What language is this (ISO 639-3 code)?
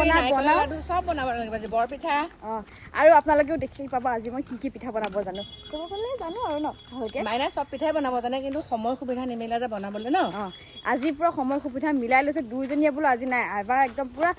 asm